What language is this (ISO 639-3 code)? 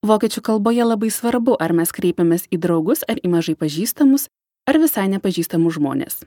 lit